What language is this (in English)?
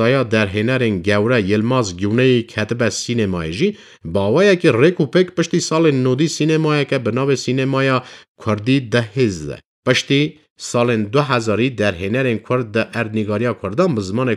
Kurdish